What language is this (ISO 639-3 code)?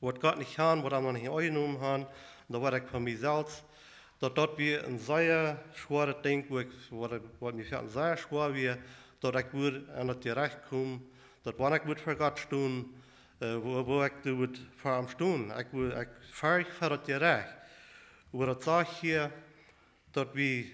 pdt